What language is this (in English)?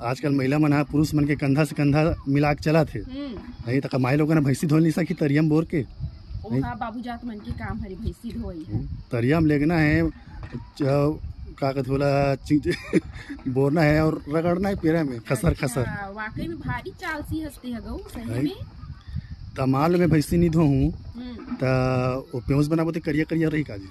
Chhattisgarhi